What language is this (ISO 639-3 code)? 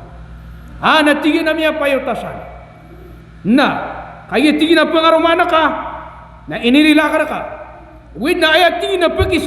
mrw